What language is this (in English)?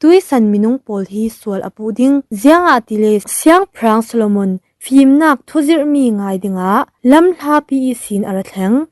Falam Chin